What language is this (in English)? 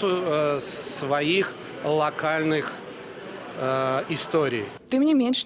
Belarusian